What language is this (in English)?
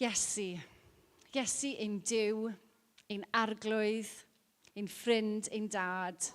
Welsh